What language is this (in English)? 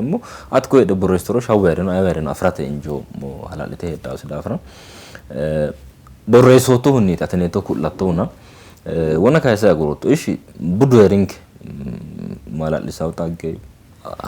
Sidamo